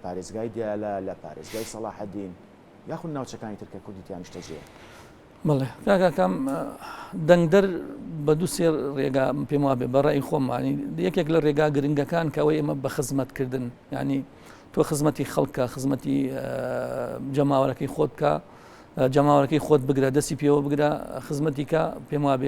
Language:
Central Kurdish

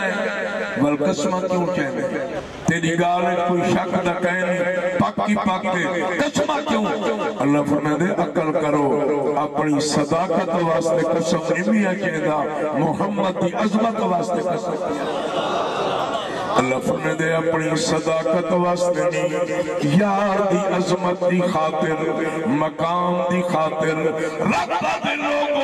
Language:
Saraiki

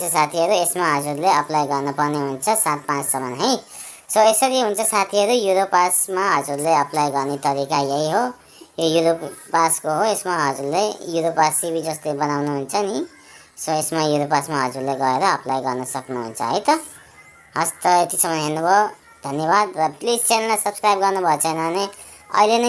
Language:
Nepali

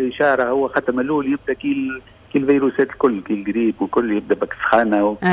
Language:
Tunisian Arabic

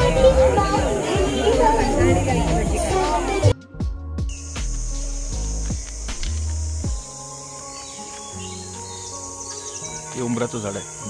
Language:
Marathi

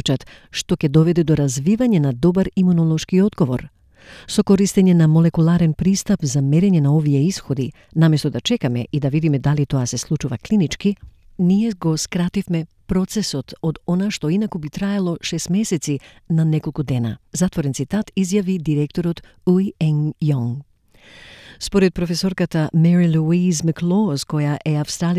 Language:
Macedonian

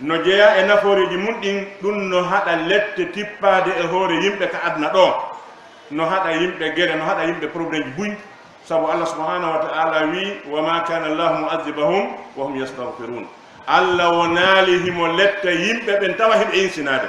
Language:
Fula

